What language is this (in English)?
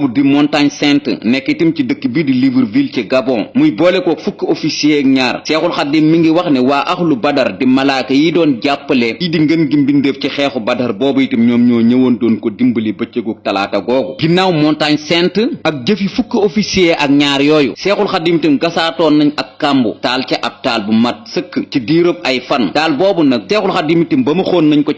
Wolof